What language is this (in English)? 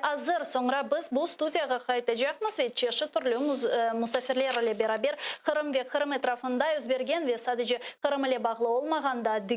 Crimean Tatar